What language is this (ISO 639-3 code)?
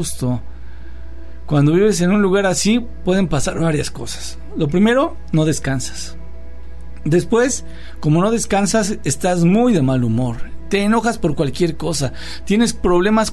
spa